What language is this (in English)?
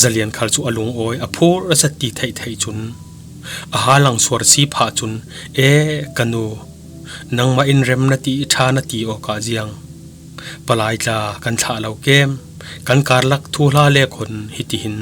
Falam Chin